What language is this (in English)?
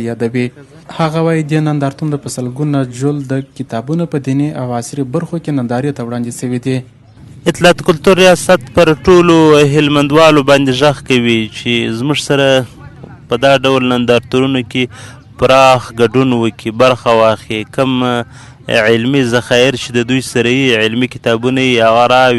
Pashto